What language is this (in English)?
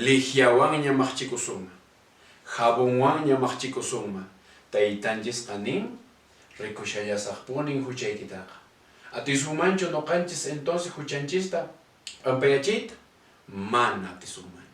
Quechua